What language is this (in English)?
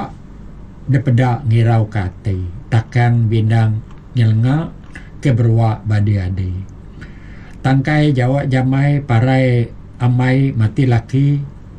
Iban